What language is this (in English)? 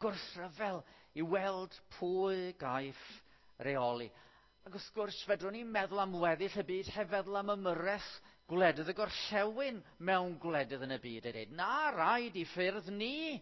Welsh